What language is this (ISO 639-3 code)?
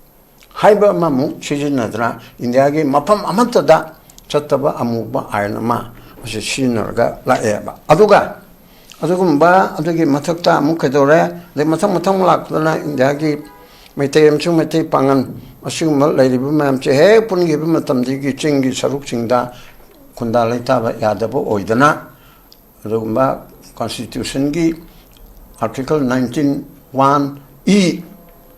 mni